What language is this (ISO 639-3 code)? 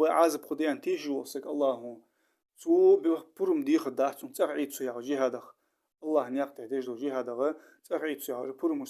inh